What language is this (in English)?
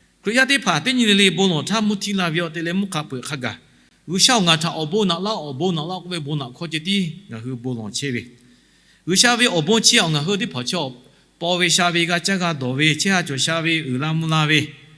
Lahu